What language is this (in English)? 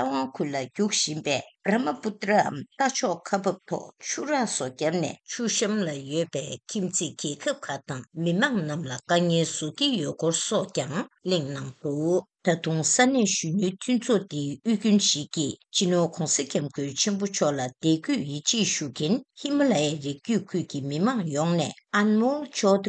Tibetan